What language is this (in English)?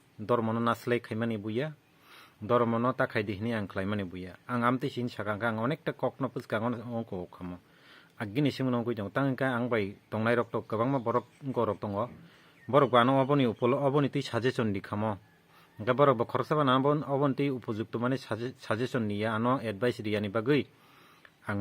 Kok Borok